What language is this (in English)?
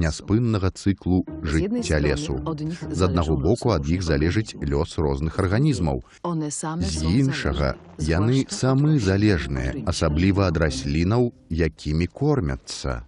Belarusian